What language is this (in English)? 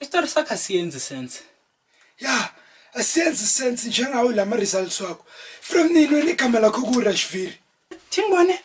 Zulu